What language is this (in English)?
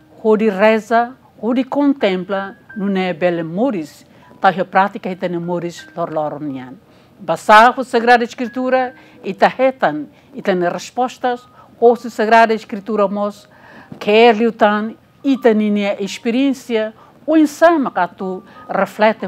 Tetum